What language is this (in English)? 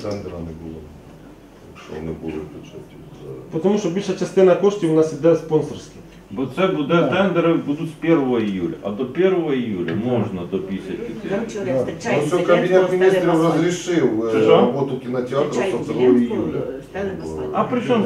Ukrainian